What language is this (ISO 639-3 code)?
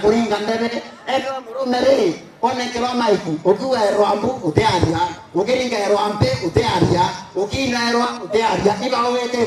mer